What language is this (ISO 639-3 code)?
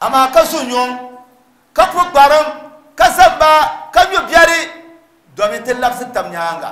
dag